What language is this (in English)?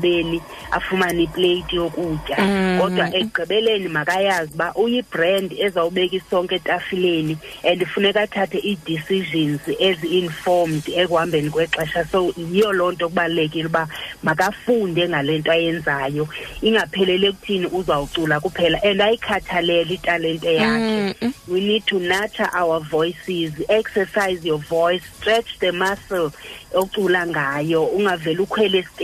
Xhosa